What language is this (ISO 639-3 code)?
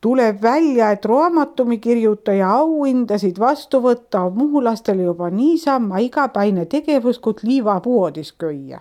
est